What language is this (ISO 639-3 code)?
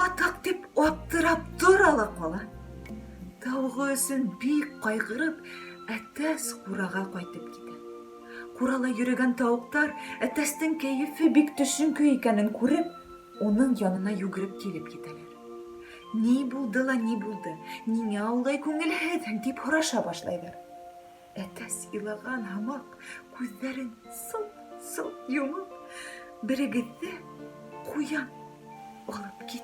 bak